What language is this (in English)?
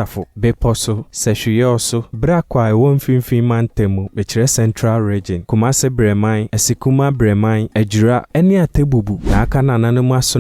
Akan